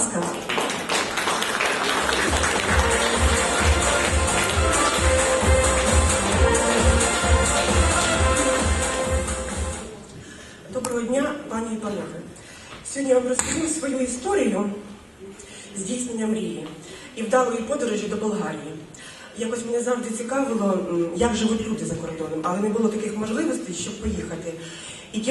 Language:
Ukrainian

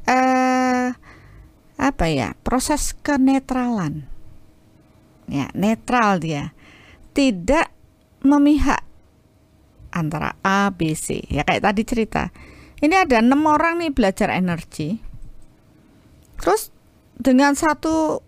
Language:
Indonesian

